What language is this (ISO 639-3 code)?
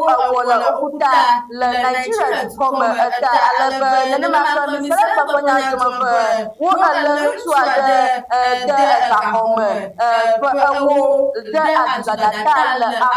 ewe